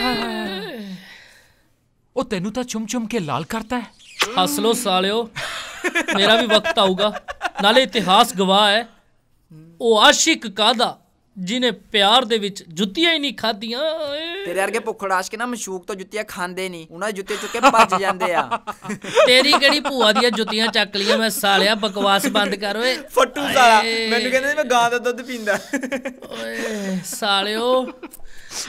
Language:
Punjabi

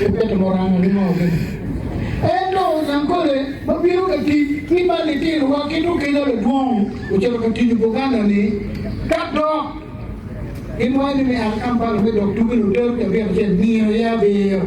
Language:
Acoli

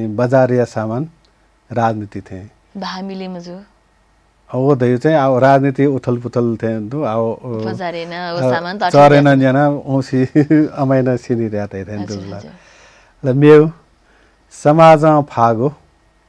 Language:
Newari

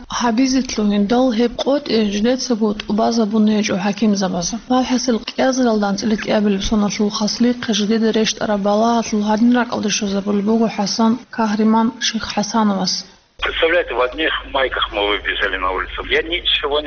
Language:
Avaric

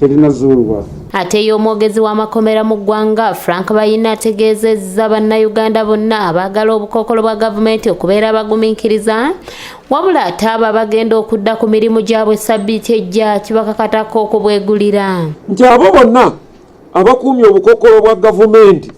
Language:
Ganda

